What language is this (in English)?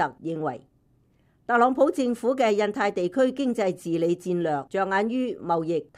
Cantonese